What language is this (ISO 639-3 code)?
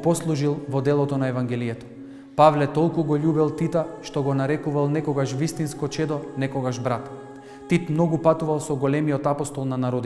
mkd